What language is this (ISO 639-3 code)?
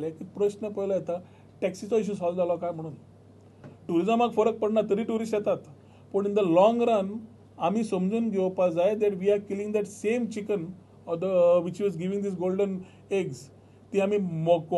kok